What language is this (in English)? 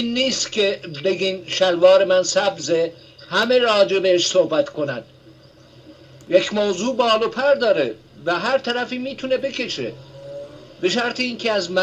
Persian